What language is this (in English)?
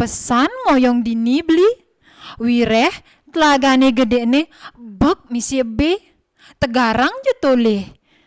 Balinese